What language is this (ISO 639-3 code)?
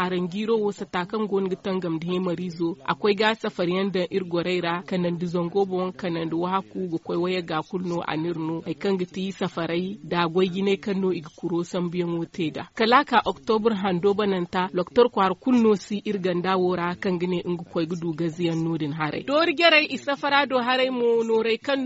dje